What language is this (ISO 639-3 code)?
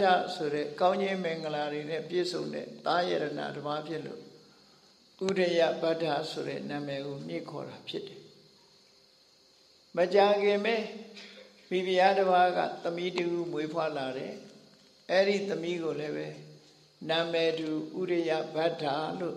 mya